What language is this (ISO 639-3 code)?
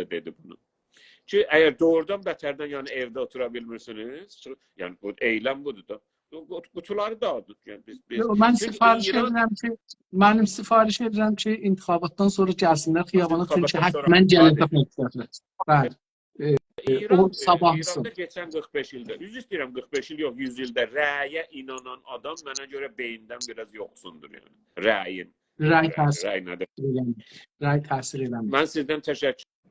azb